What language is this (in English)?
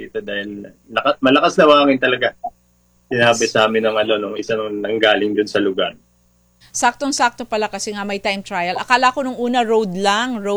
Filipino